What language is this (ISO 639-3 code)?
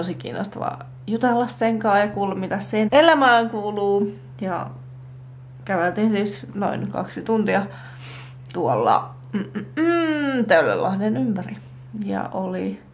fin